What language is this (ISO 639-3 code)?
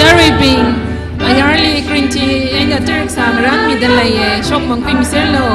nmf